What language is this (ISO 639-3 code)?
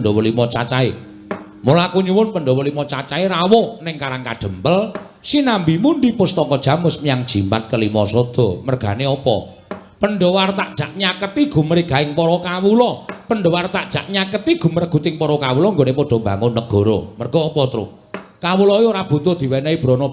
jav